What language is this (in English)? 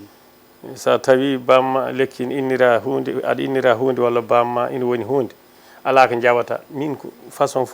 Fula